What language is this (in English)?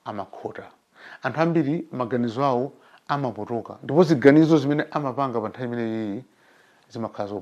Nyanja